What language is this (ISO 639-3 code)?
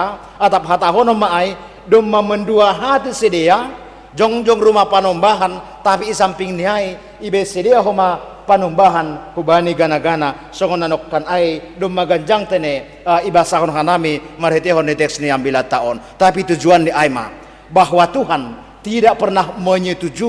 bts